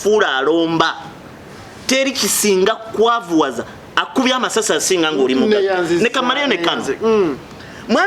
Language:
Ganda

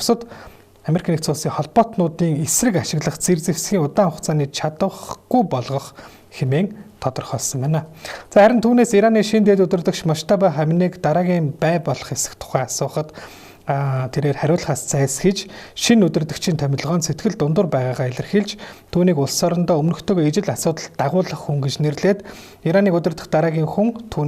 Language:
Mongolian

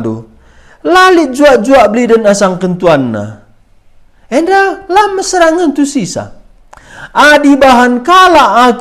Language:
Batak Karo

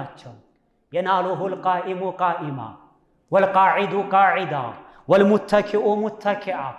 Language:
Amharic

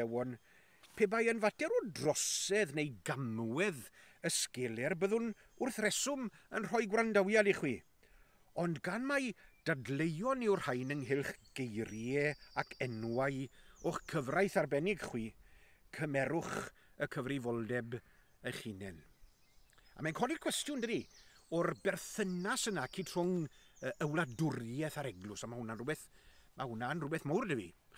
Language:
Welsh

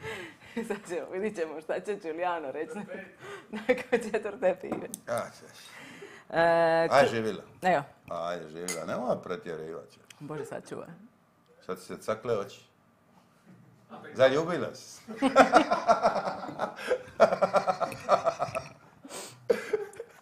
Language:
Croatian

